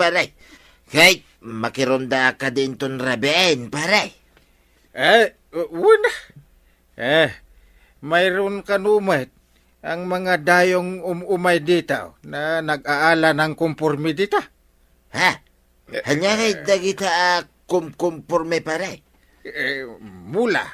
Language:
Iloko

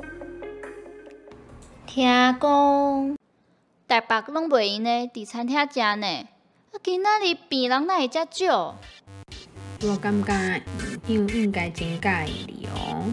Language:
Min Nan Chinese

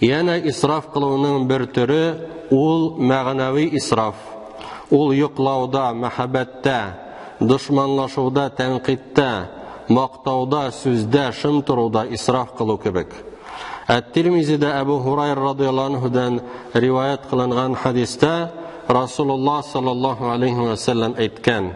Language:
Tatar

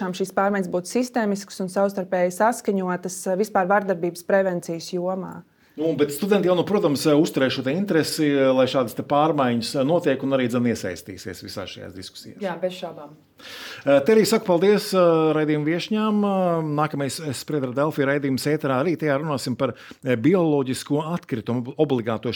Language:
Latvian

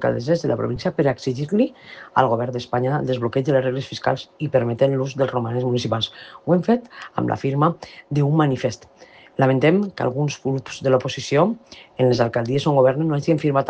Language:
Catalan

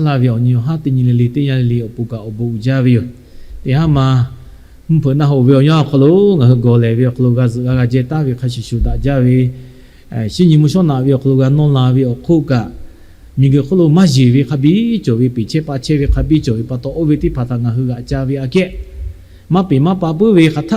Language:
Lahu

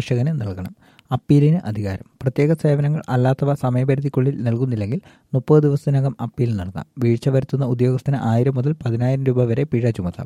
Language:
Malayalam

